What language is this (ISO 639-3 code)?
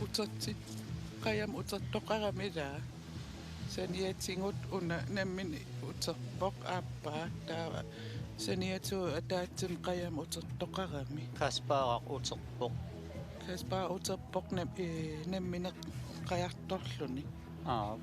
kal